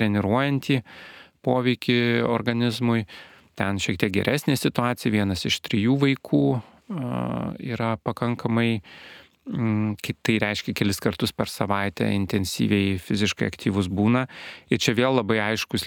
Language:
Lithuanian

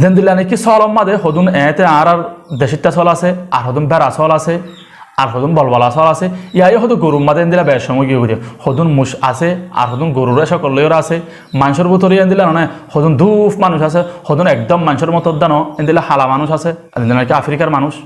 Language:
Rohingya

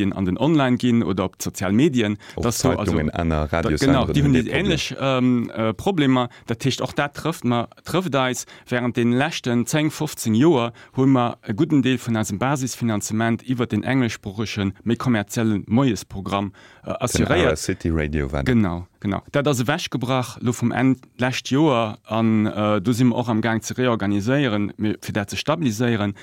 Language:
Luxembourgish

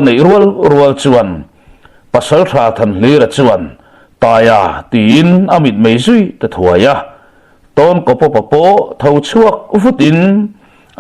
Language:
Mizo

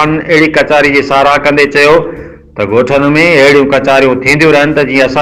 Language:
Sindhi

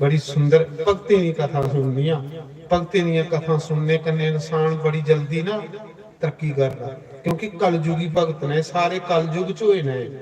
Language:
Dogri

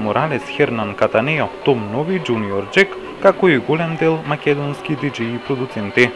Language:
Macedonian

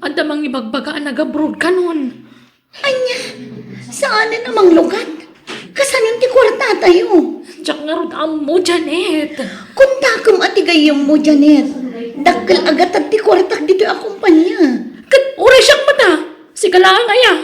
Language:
Iloko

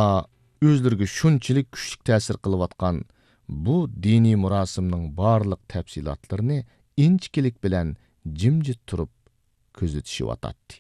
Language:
Uyghur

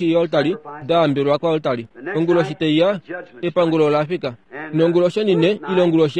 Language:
Kuanyama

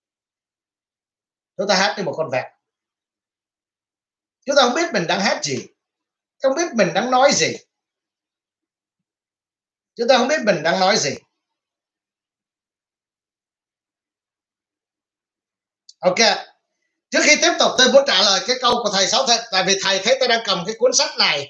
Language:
Vietnamese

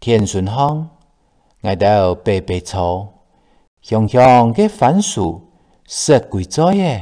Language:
Hakka Chinese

